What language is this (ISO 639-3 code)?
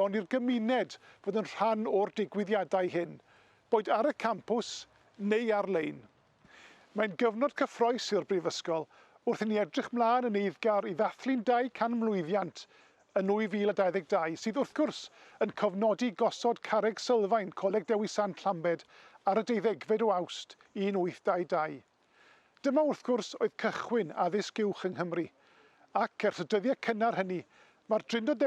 cym